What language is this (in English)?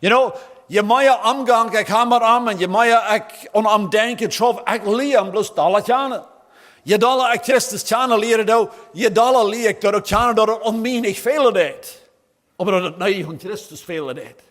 Plautdietsch